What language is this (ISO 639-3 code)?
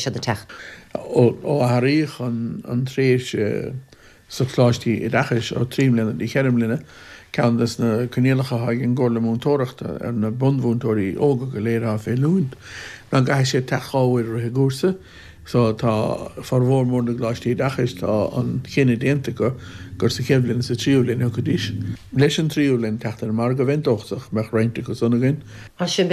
gle